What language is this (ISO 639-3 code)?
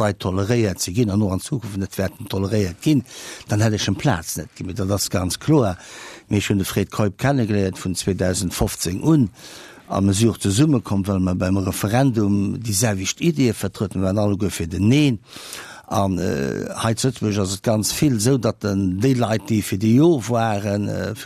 ltz